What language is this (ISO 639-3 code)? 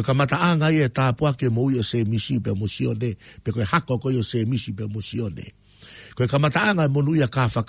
ton